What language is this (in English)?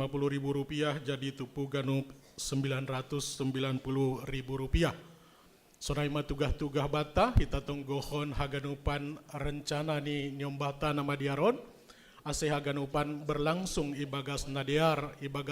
Batak Simalungun